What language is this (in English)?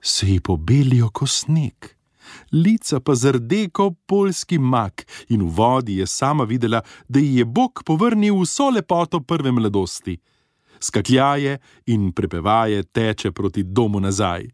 Slovenian